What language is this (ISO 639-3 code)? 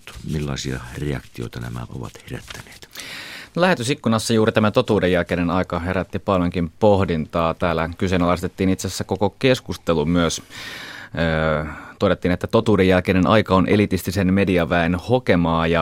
fin